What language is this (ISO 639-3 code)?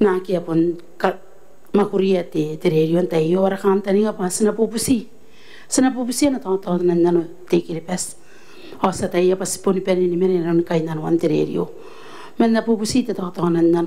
gil